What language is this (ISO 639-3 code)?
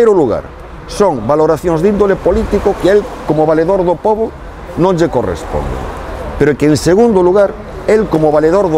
glg